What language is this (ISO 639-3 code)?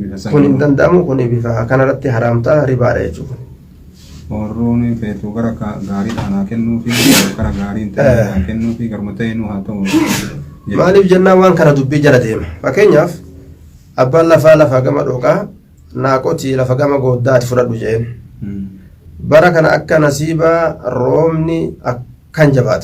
orm